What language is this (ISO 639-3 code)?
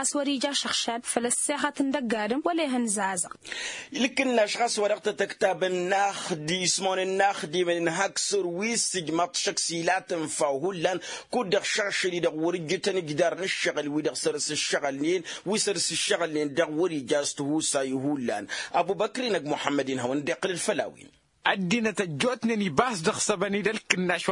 taq